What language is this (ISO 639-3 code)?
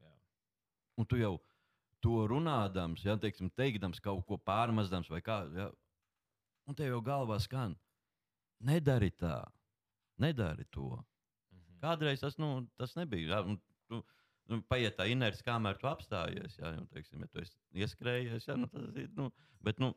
lav